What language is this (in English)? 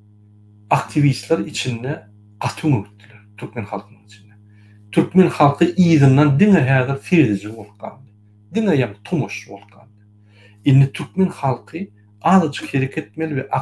Turkmen